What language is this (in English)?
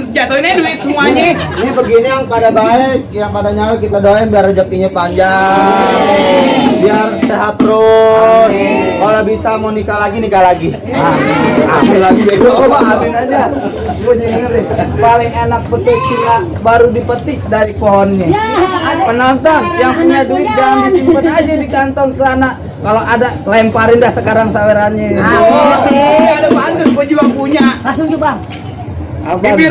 Betawi